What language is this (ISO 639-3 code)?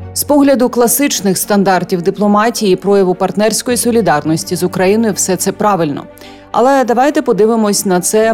ukr